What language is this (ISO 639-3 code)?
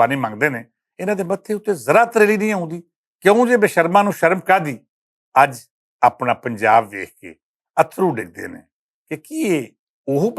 lah